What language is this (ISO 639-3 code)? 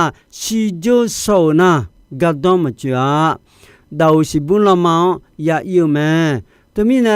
ahk